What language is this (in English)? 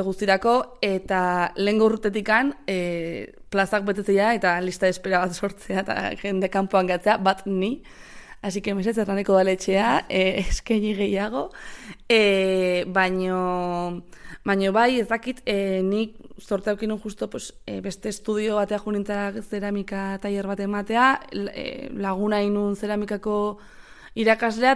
Basque